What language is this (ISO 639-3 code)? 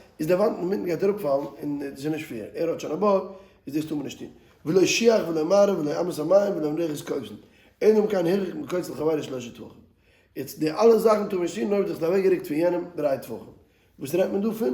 yid